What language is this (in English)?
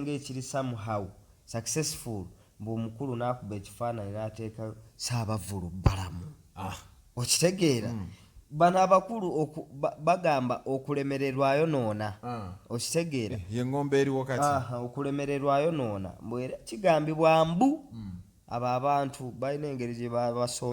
Ganda